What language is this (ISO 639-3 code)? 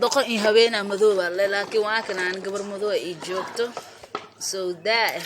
som